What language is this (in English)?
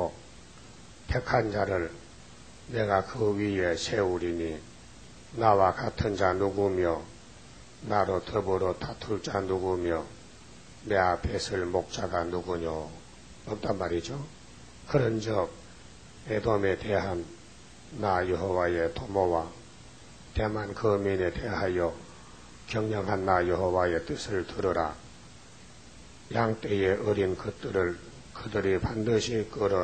Korean